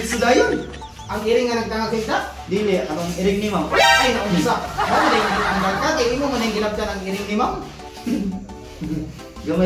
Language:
Cebuano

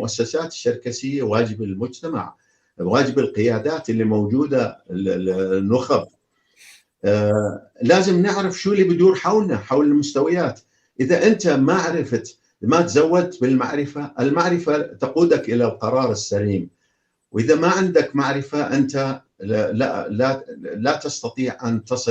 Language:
North Levantine Arabic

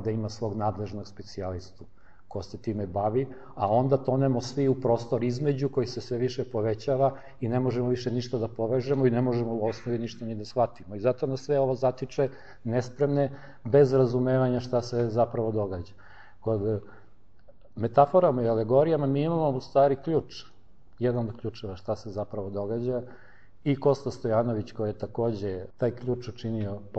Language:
Serbian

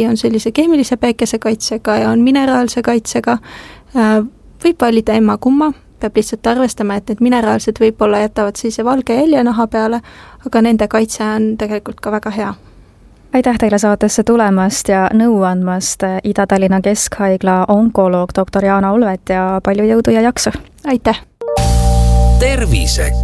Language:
Estonian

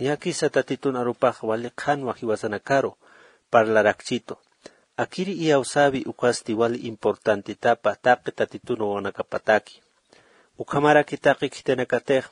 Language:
Aymara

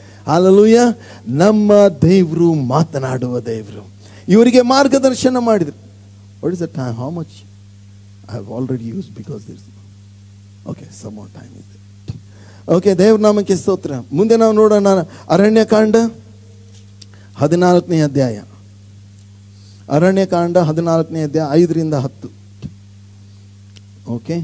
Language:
Kannada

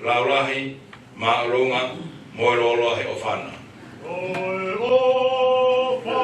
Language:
Tongan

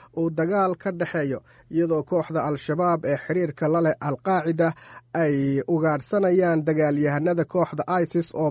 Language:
Somali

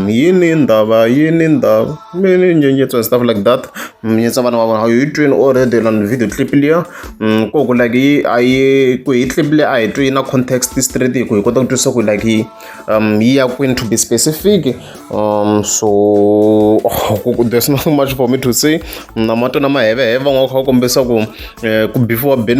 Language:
Tsonga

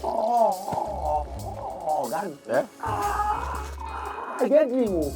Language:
Nigerian Pidgin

